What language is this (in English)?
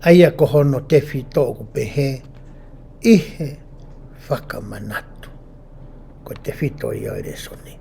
Tongan